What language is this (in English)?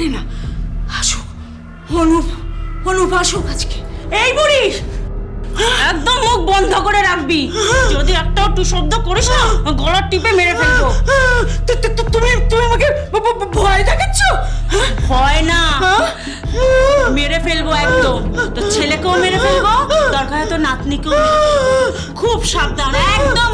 Bangla